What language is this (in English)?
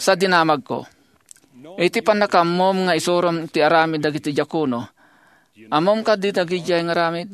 Iloko